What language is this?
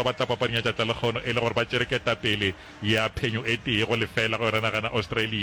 Northern Sotho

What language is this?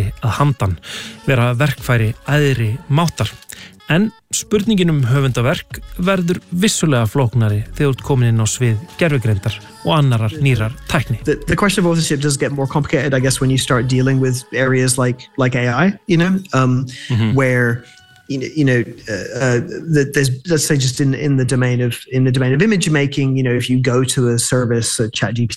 Icelandic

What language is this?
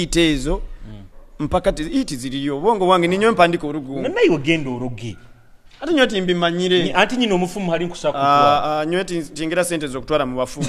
Nyoro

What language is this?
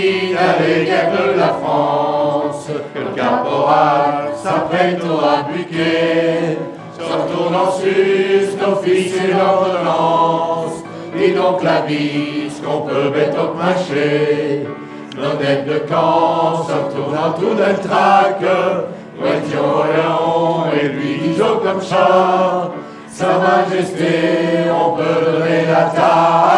Picard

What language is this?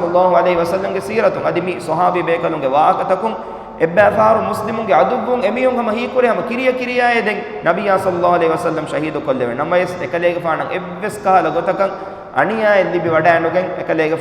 Divehi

